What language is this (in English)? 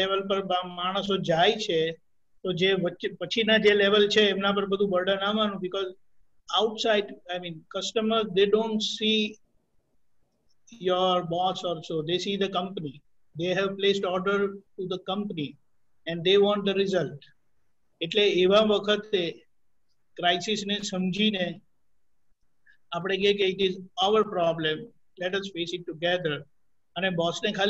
Gujarati